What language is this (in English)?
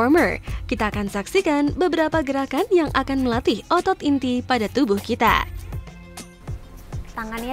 Indonesian